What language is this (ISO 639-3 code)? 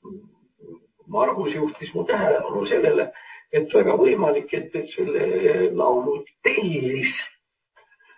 est